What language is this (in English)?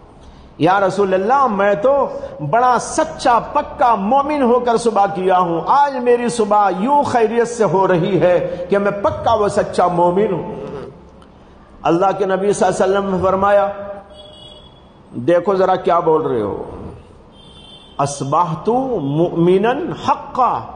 Urdu